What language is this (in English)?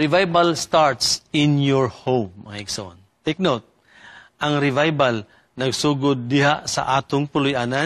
Cebuano